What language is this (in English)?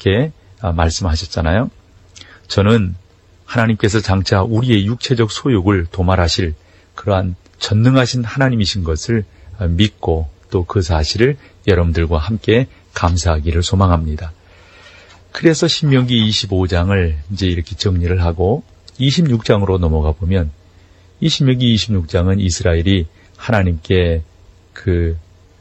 Korean